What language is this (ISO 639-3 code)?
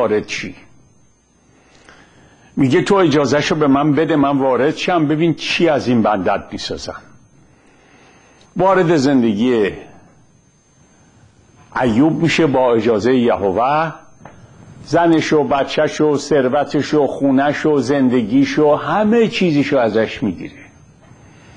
fas